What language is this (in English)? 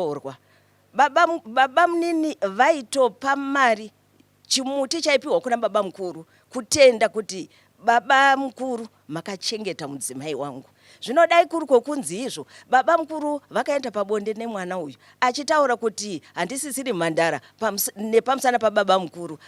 Shona